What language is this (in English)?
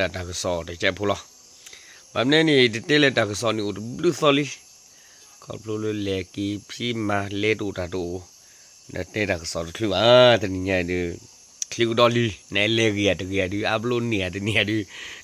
S'gaw Karen